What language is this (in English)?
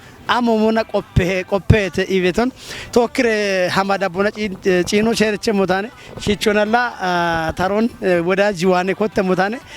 Kafa